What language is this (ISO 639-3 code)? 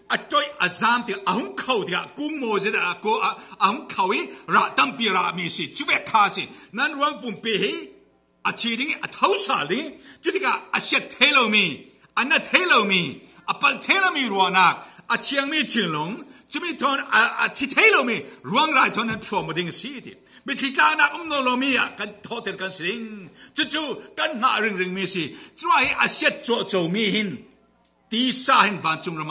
cfm